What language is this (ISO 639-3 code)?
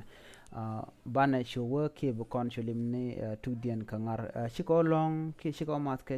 nus